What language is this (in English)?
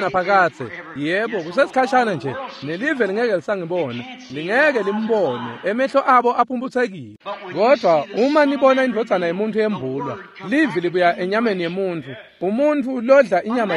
Swati